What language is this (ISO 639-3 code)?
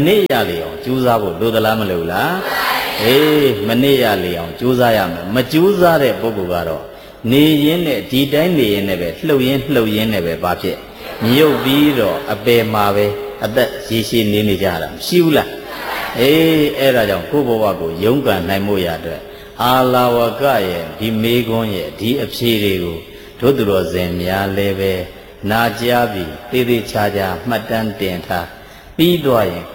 mya